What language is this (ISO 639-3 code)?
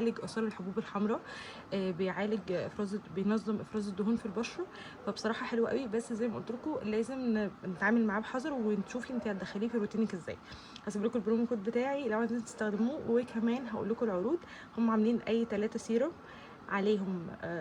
arz